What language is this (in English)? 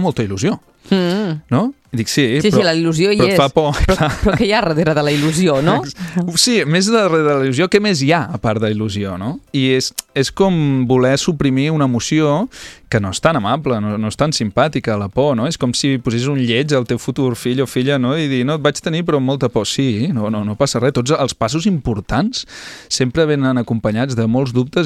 Catalan